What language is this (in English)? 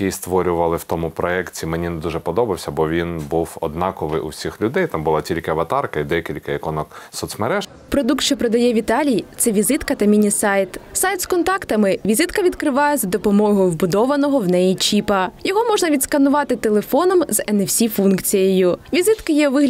Ukrainian